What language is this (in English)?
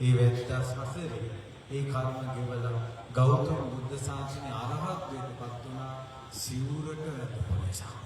Sinhala